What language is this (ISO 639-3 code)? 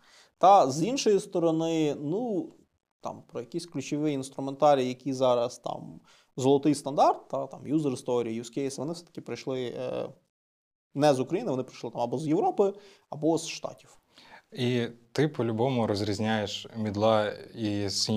ukr